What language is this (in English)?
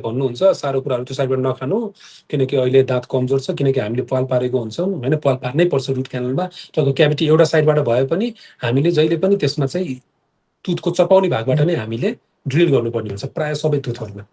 Nepali